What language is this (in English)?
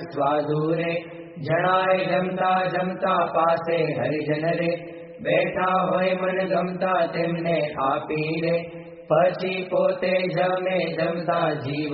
Gujarati